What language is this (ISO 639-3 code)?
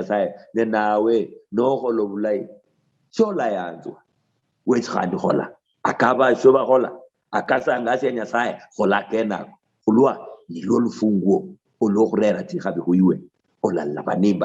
luy